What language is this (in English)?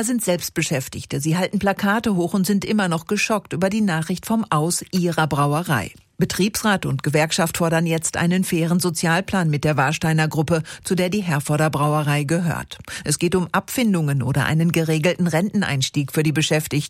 German